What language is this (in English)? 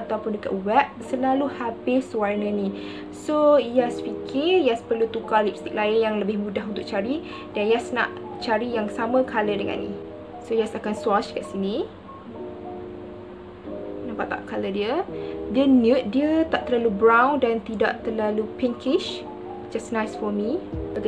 Malay